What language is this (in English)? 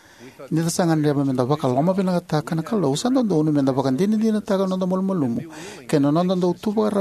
Fijian